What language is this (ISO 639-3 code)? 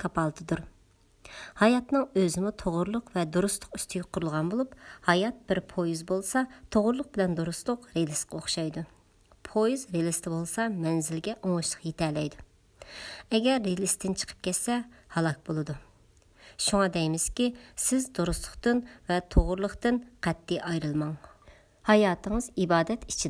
uig